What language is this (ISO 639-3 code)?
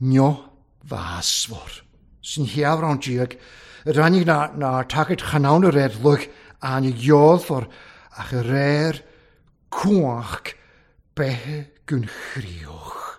cym